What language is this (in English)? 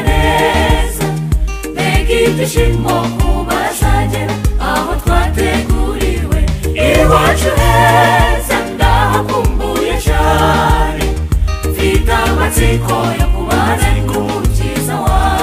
Kinyarwanda